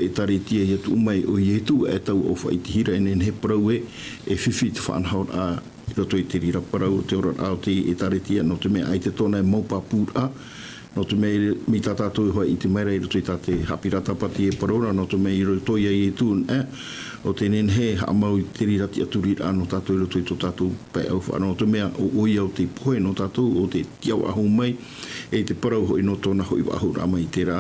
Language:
Tahitian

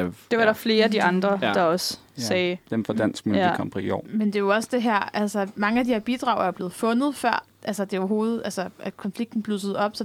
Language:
Danish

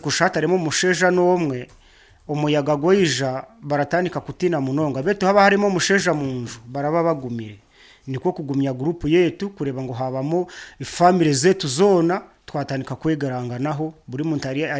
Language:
Nyankole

